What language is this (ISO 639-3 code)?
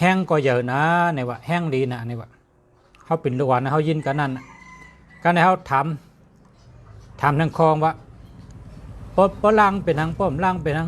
shn